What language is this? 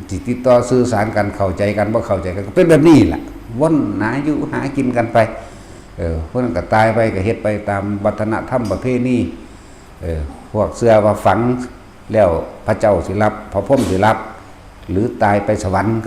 Northeastern Thai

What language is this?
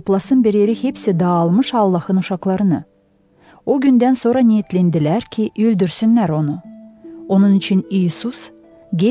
Gagauz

